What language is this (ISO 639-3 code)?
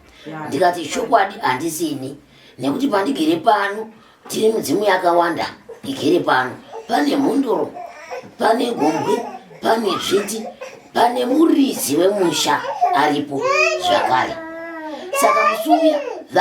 sna